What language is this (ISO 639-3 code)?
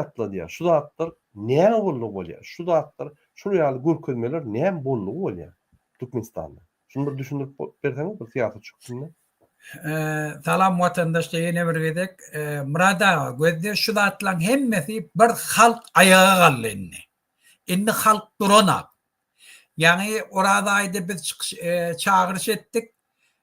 tuk